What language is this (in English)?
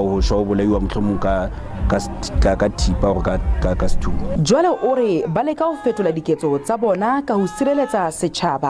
Southern Sotho